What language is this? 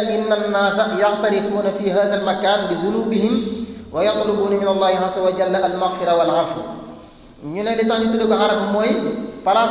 Wolof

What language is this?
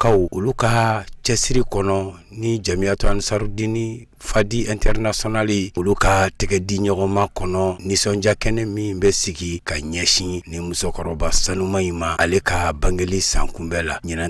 Bambara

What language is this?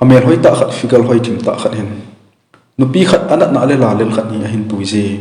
Thado Chin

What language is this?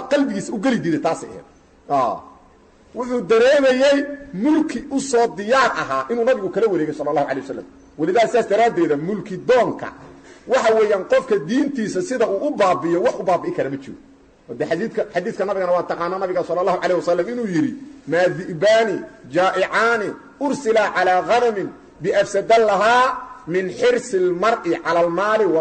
Somali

